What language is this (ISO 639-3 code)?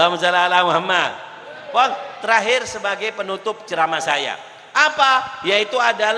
mad